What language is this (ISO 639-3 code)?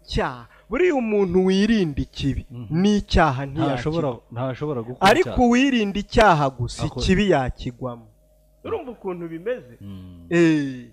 kin